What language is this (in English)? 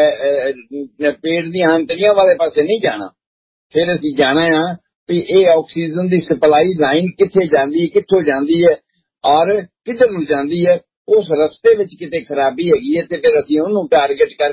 Punjabi